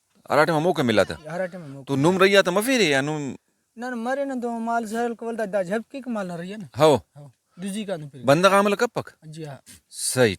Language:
Brahui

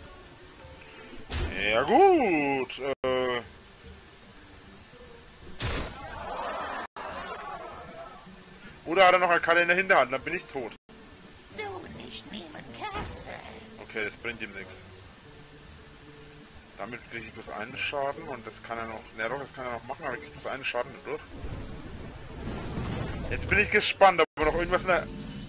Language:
German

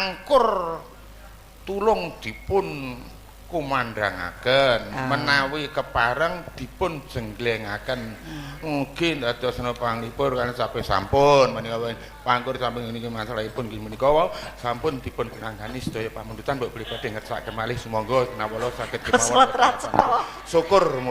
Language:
Javanese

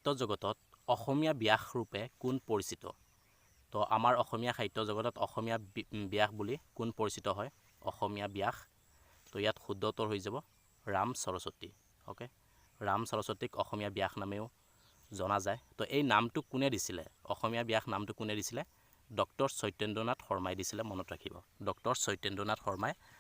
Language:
Assamese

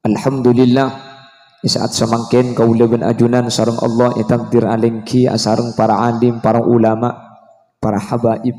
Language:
Madurese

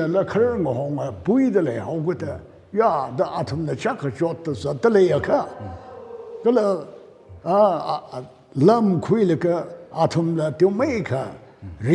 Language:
Tangkhul Naga (India)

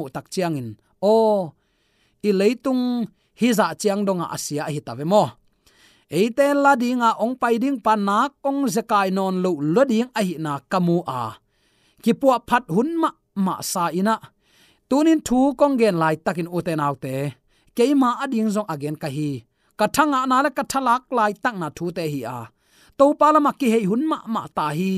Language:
Tedim Chin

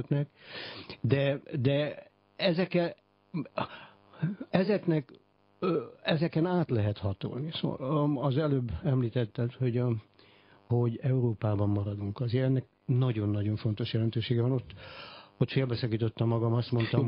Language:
Hungarian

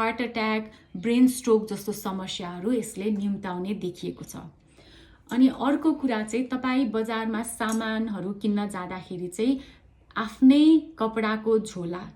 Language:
Nepali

